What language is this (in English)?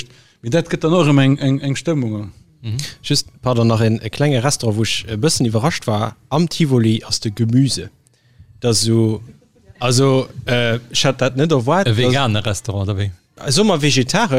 Luxembourgish